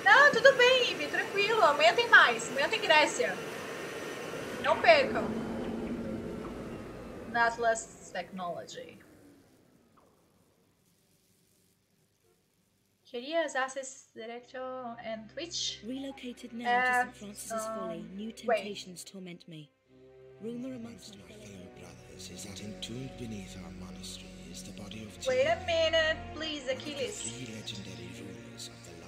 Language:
Portuguese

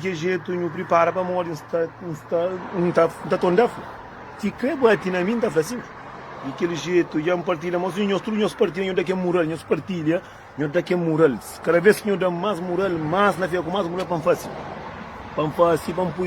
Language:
Kabuverdianu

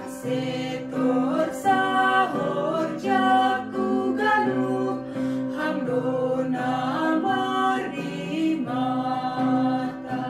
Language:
Batak Simalungun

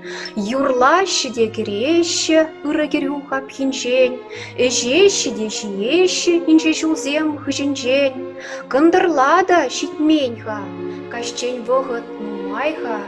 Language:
Chuvash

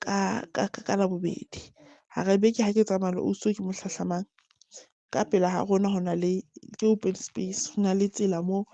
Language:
Southern Sotho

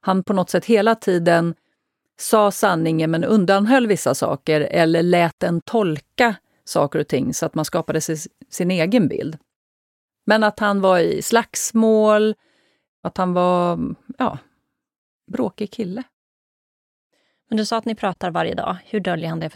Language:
Swedish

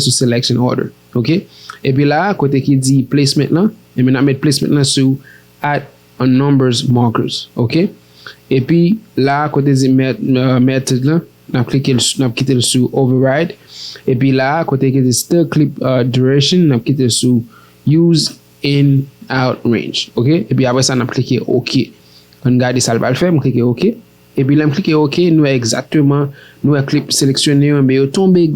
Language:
Haitian Creole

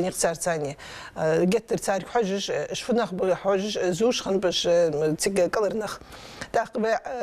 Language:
Ingush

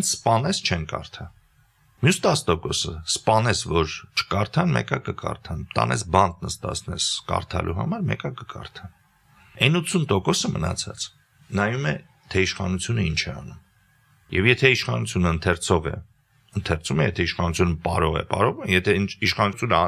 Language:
Armenian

